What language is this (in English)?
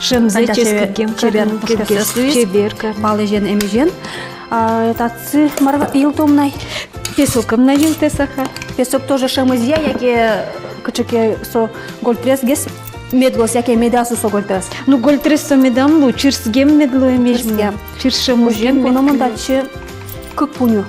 Udmurt